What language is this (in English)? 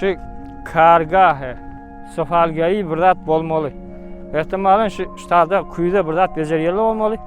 Turkmen